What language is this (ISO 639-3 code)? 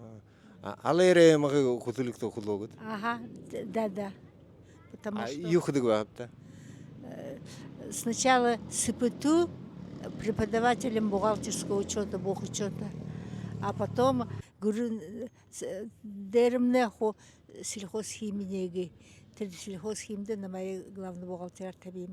bua